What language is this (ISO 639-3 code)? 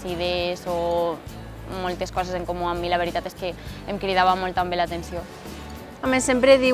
cat